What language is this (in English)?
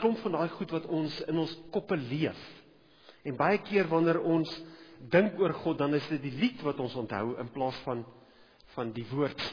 Afrikaans